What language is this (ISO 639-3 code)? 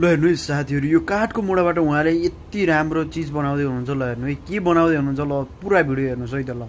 nep